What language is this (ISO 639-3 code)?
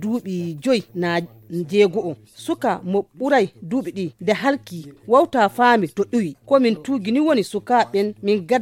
fuv